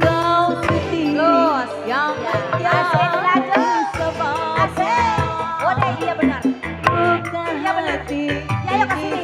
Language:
Betawi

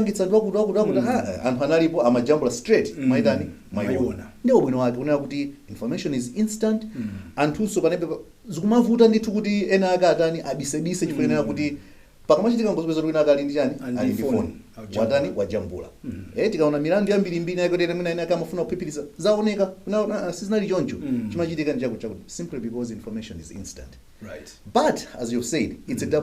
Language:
Nyanja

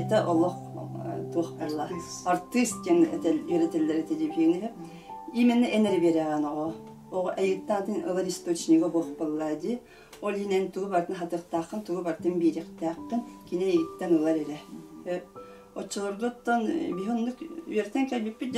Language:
Yakut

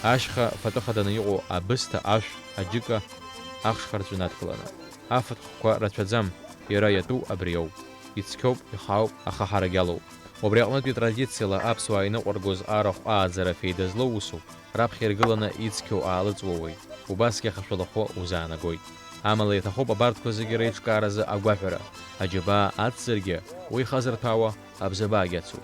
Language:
Abkhazian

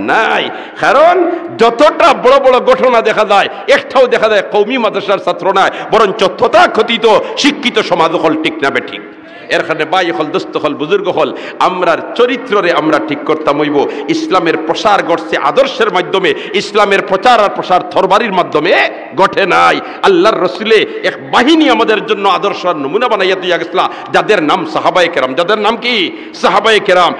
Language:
Sylheti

